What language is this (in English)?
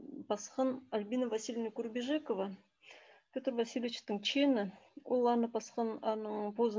Khakas